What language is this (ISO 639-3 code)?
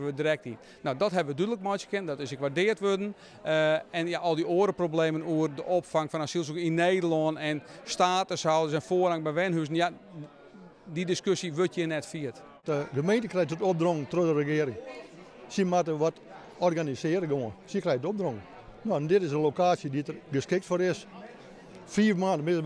fry